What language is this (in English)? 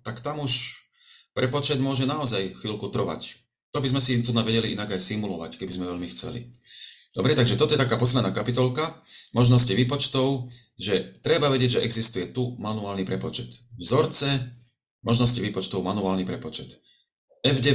Slovak